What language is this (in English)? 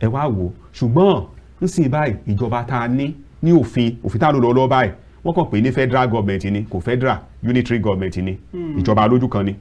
Yoruba